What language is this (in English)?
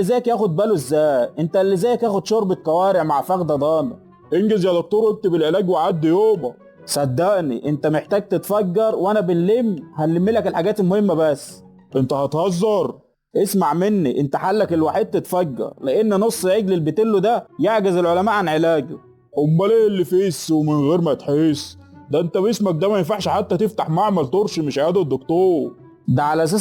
Egyptian Arabic